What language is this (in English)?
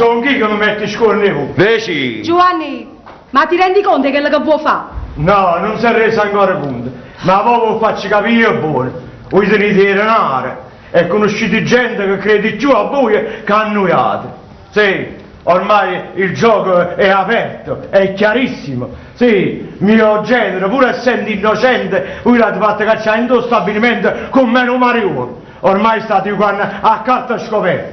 Neapolitan